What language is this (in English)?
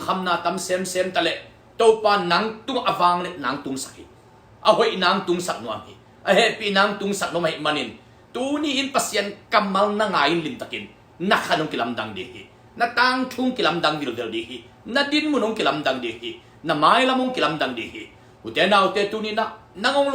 Tedim Chin